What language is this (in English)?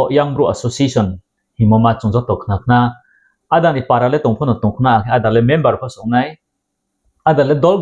Riang (India)